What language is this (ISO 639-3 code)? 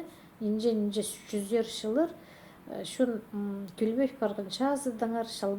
kjh